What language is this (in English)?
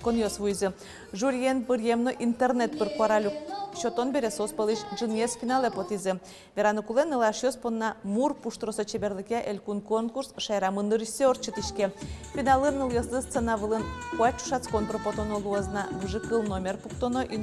Udmurt